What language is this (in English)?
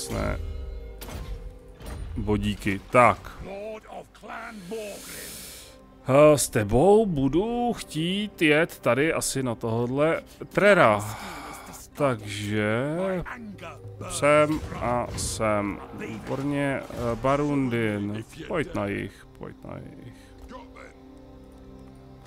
Czech